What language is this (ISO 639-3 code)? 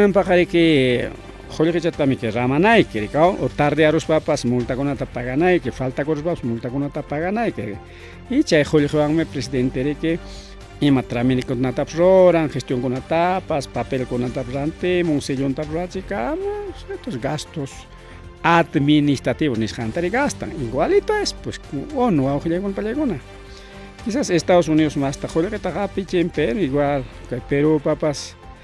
quy